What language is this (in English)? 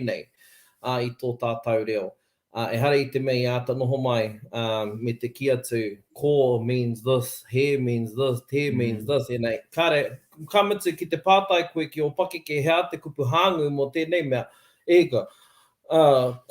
Māori